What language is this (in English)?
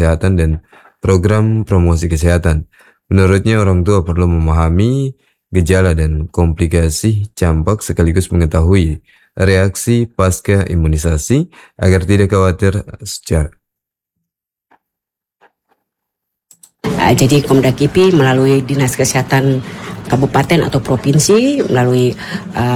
Indonesian